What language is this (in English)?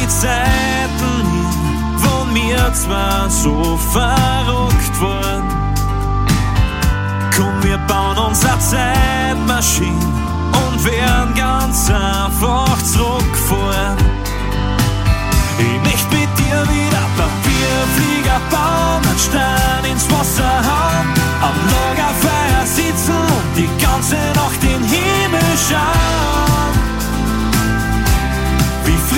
German